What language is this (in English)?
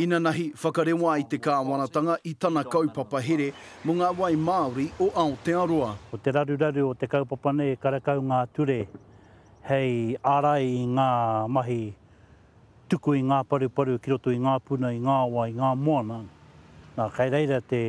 Māori